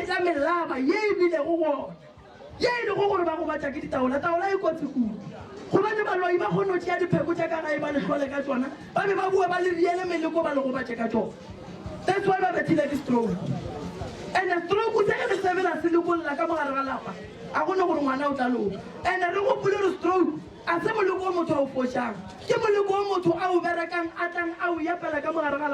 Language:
Northern Sotho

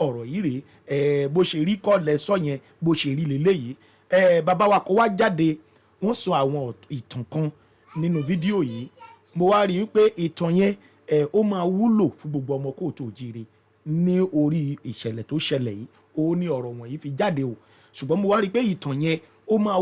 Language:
Yoruba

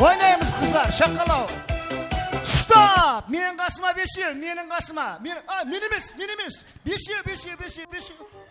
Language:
Kara-Kalpak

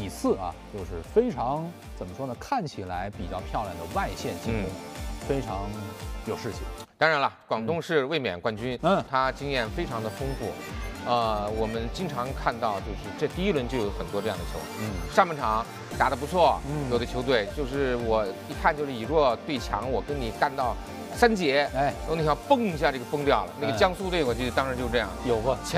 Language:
Chinese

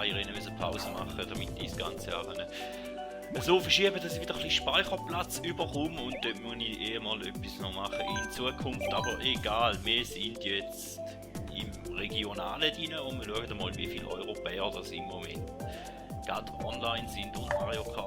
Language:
Swiss German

